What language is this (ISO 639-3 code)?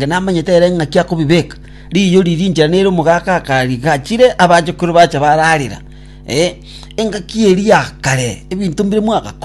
guz